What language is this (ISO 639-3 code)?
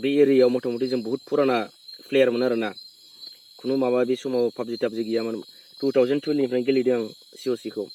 brx